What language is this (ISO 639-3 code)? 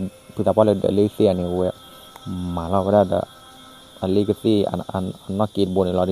ksw